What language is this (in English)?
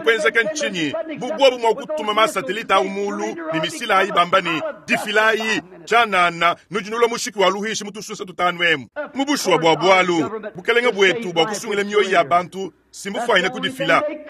Luba-Lulua